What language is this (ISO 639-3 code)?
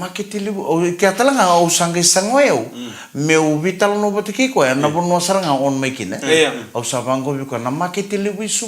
fij